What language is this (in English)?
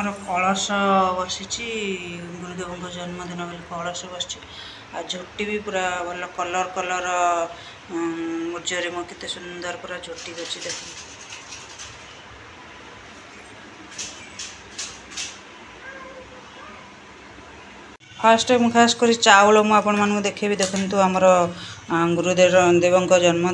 Odia